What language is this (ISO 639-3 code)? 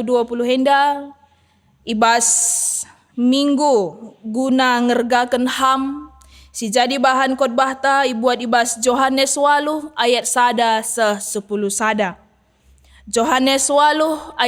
btx